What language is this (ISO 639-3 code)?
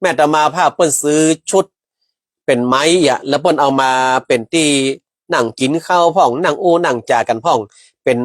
nod